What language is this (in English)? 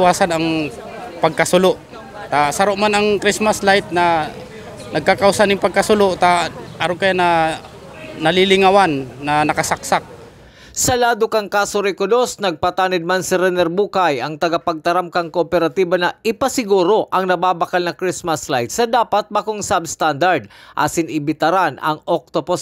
Bikol